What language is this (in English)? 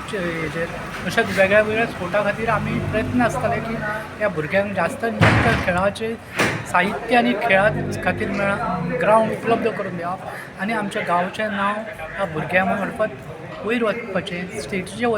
Konkani